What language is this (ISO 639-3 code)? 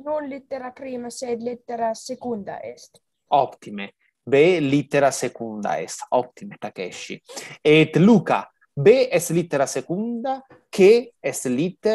lat